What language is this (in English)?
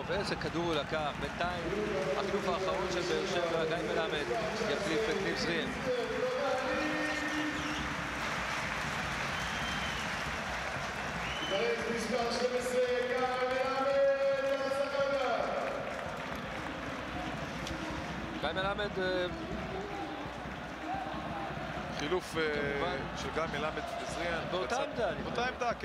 Hebrew